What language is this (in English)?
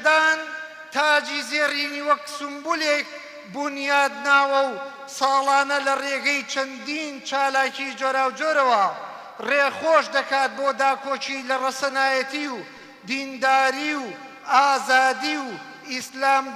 Central Kurdish